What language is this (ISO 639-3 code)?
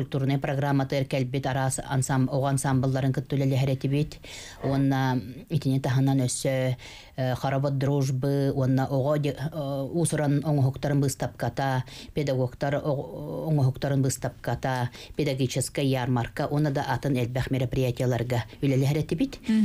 sah